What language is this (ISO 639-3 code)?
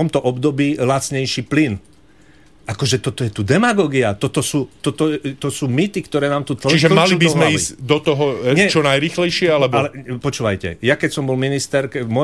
slk